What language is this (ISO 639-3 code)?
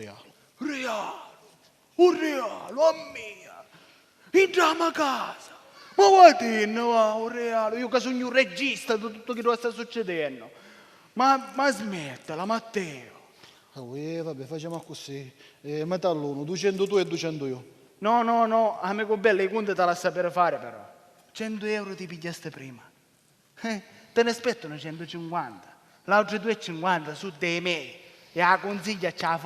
scn